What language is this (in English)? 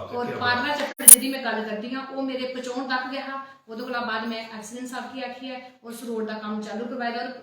Dogri